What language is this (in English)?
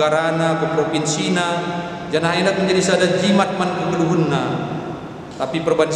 Batak Karo